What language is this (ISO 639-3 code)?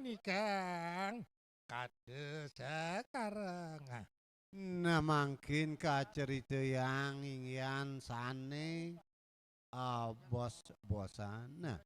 ban